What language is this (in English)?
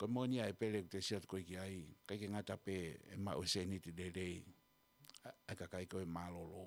Tongan